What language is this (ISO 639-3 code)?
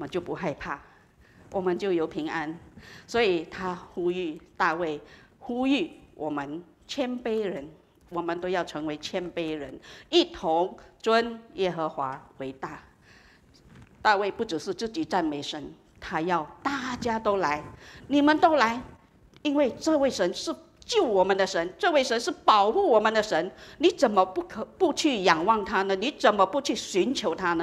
zho